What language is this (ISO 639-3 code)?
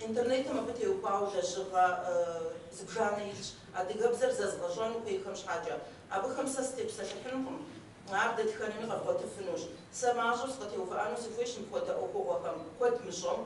kbd